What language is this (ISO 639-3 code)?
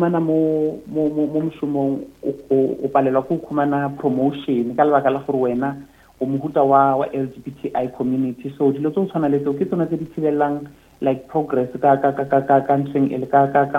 nso